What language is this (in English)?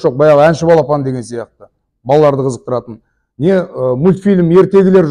Kazakh